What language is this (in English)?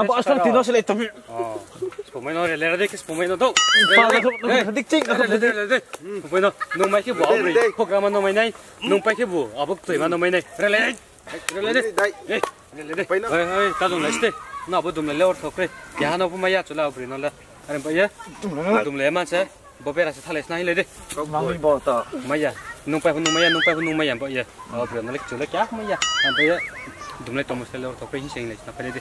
Riang (India)